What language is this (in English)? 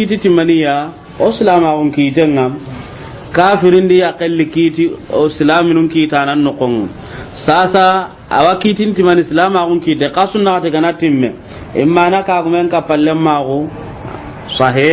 Soninke